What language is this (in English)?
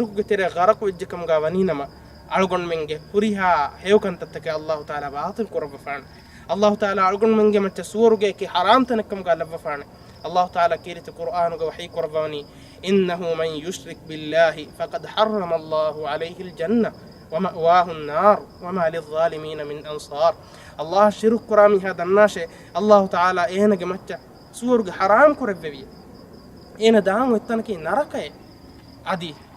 Divehi